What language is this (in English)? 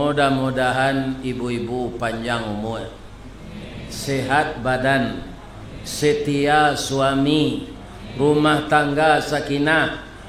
Minangkabau